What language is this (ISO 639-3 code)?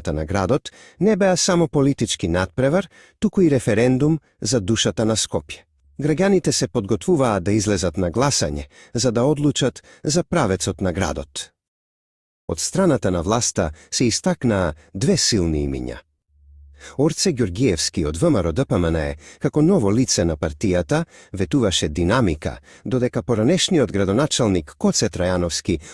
mkd